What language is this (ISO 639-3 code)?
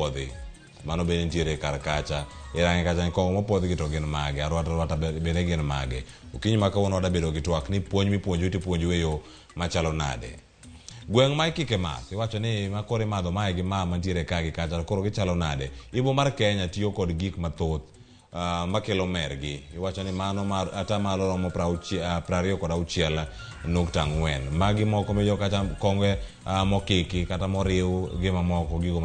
luo